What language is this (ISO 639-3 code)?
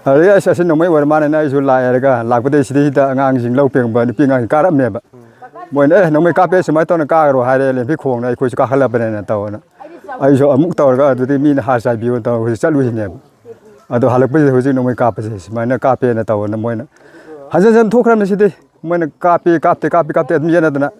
mni